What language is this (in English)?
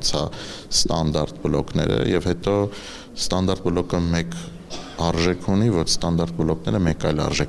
Armenian